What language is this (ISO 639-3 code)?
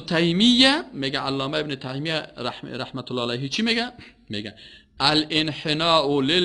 fas